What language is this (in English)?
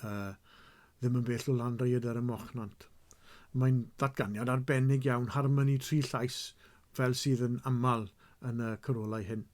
Welsh